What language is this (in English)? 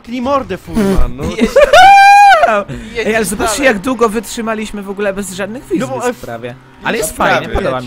Polish